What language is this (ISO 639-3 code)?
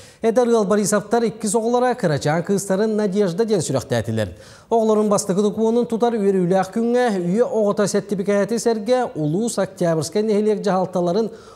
sah